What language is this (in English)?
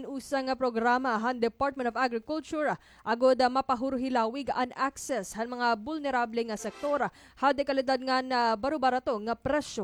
Waray